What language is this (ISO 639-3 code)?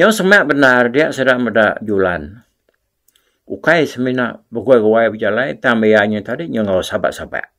iba